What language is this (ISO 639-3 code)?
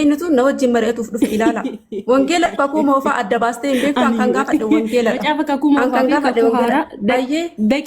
orm